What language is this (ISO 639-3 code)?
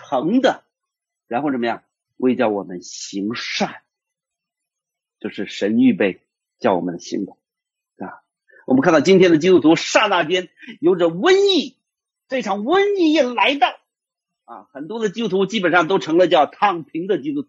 zho